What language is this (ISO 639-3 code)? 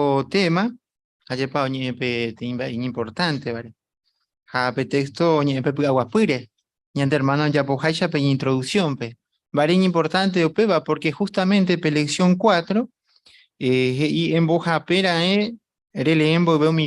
grn